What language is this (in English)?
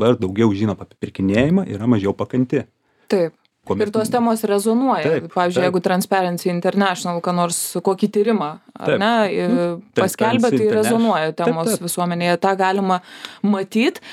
Lithuanian